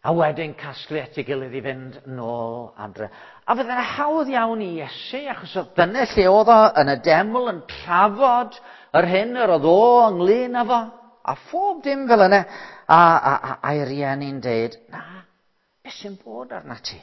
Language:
Welsh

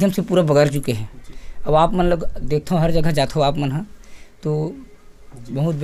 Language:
Chhattisgarhi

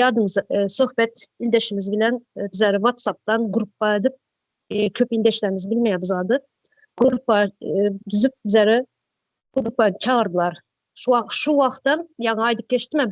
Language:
Turkmen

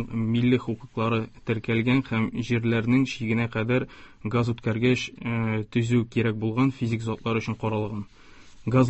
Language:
Tatar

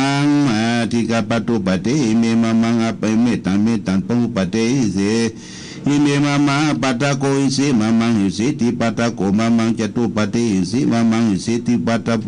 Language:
Pali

